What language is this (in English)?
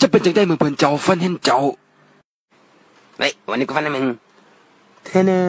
Lao